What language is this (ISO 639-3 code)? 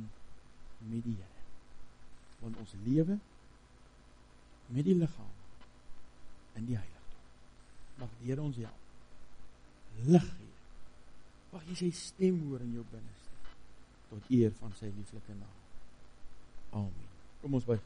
afr